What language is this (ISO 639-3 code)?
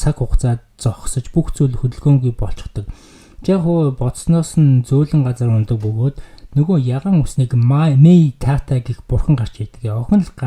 mon